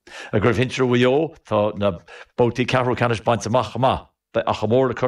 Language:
Irish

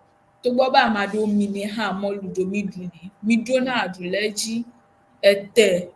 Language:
Ewe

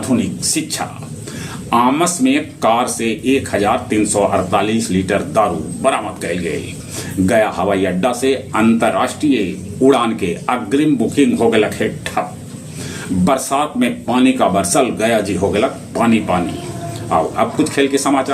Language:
Magahi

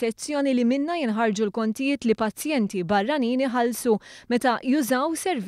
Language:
Maltese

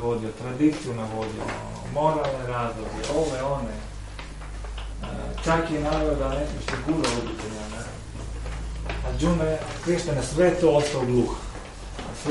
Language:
Croatian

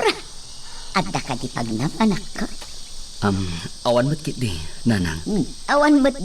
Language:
Iloko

